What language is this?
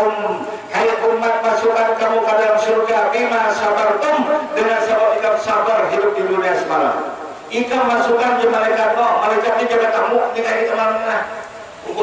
Banjar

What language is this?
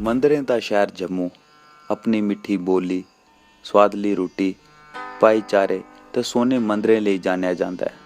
Dogri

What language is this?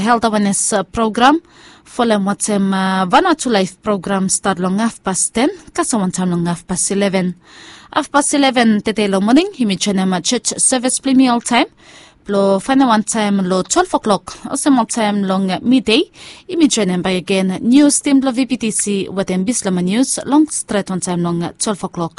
Bislama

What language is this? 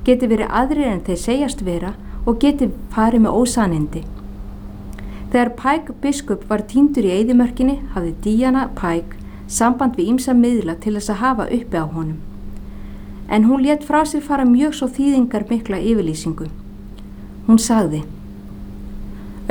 Icelandic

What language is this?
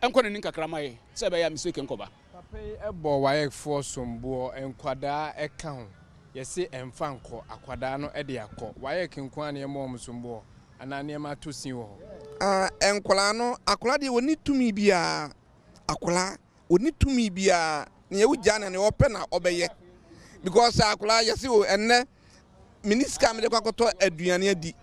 Akan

